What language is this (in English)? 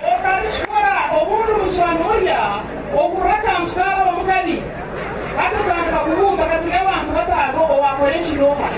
Nyankole